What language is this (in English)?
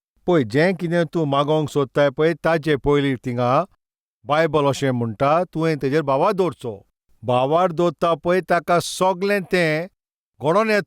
Konkani